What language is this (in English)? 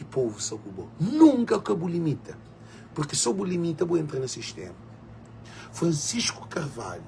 Kabuverdianu